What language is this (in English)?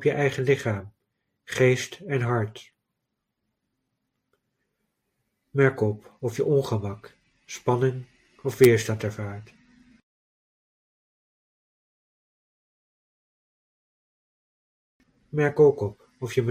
Dutch